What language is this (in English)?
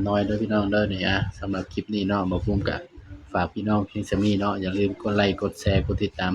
Northeastern Thai